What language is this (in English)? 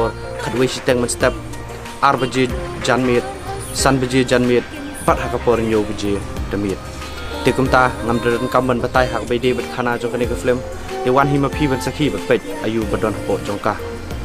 Khasi